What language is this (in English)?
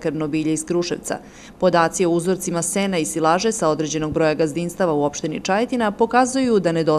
Serbian